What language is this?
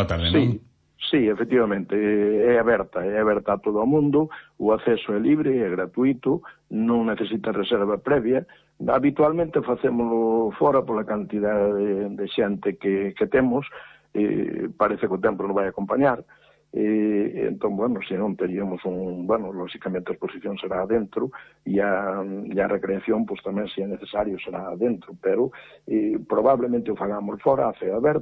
Galician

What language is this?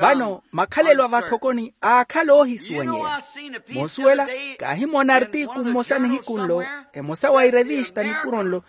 Makhuwa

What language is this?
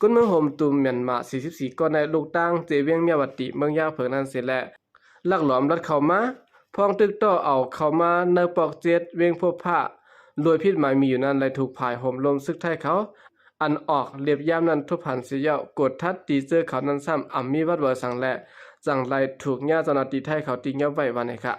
Shan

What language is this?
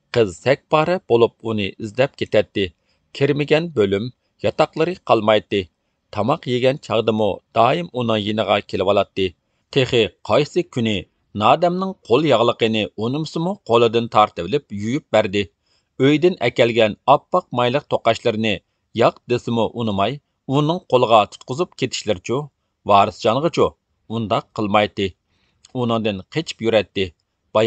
Uyghur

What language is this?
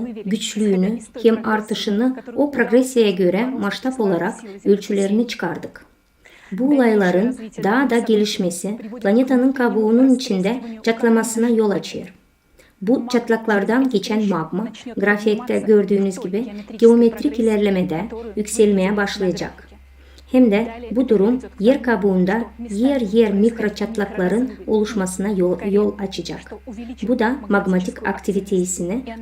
Gagauz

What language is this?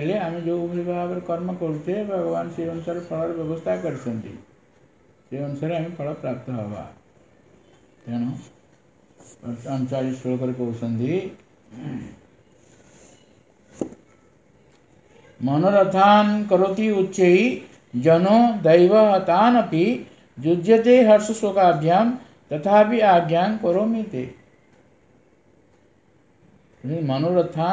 Odia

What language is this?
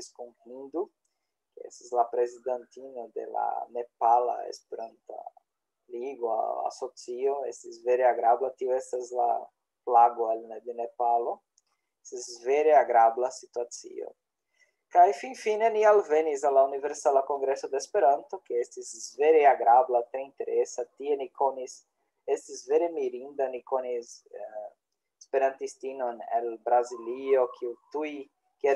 Esperanto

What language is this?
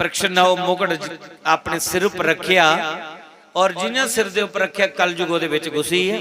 Dogri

